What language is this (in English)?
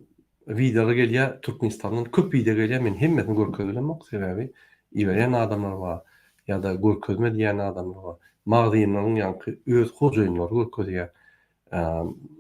Turkmen